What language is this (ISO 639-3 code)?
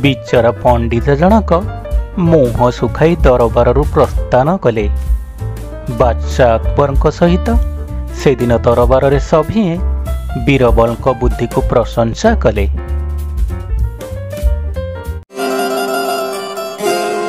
ori